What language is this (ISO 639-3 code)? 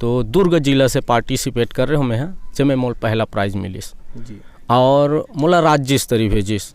hne